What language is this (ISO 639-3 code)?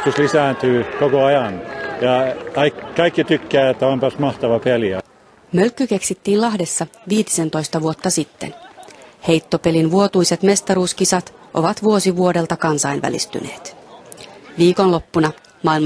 fin